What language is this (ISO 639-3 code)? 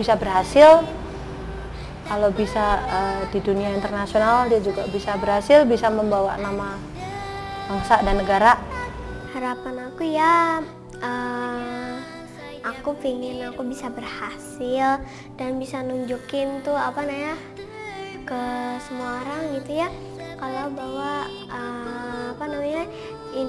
ind